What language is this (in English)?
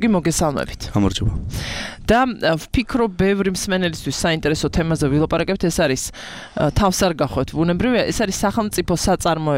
Georgian